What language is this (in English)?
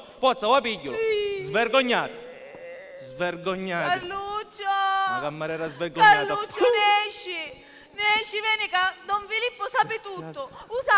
Sicilian